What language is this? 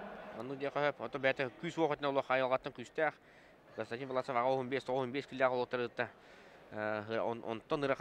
Yakut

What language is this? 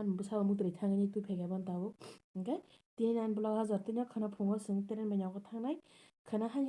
Kok Borok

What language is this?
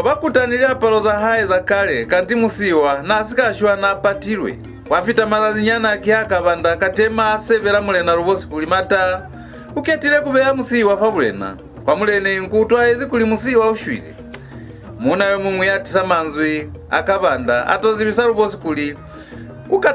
Lozi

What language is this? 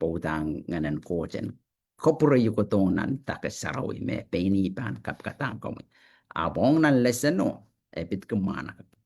Pohnpeian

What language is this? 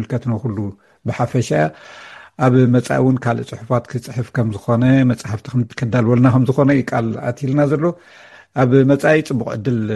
Tigrinya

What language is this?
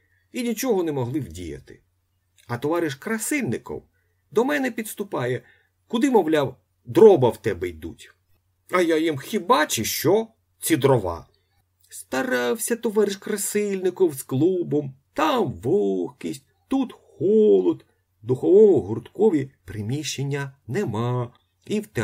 Ukrainian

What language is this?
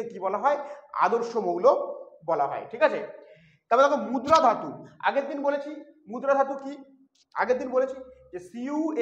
Bangla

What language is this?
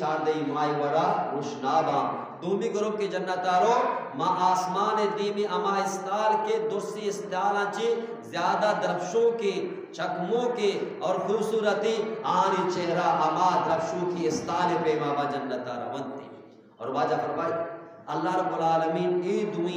Eastern Balochi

